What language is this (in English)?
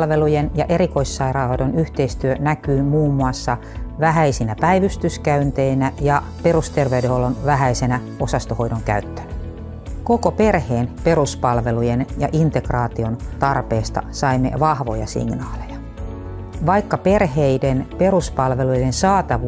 Finnish